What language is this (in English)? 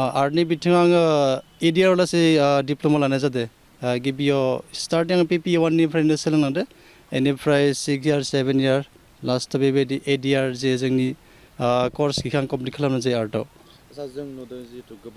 Bodo